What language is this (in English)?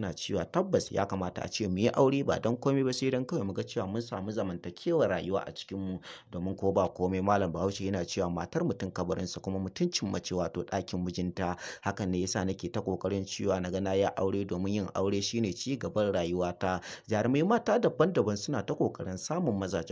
Hausa